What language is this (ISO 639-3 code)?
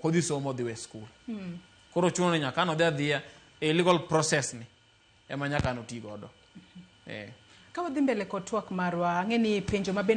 luo